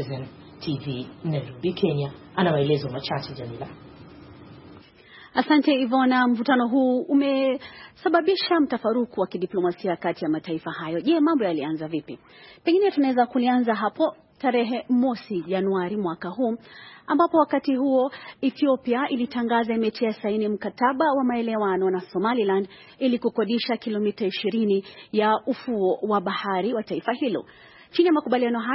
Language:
Swahili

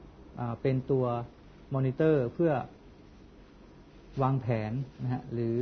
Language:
Thai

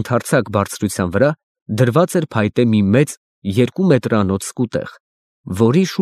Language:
Armenian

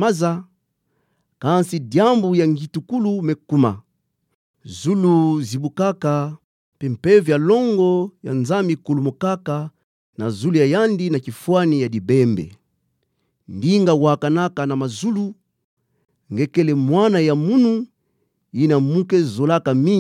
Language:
Kituba (Democratic Republic of Congo)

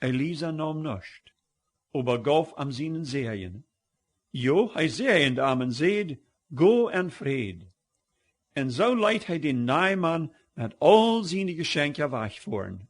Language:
Plautdietsch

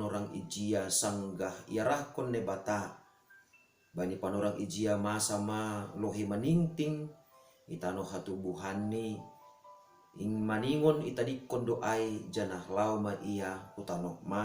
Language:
Batak Simalungun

